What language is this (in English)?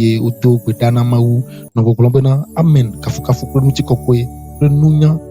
Ewe